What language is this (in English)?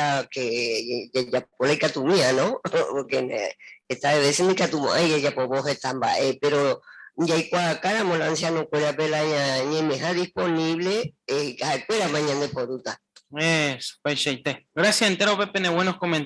Guarani